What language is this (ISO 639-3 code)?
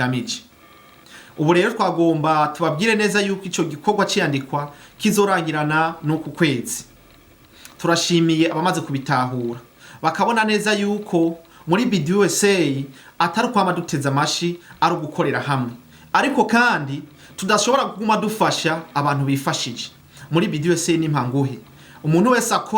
run